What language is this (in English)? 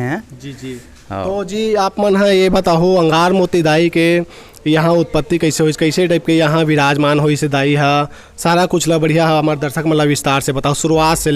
Chhattisgarhi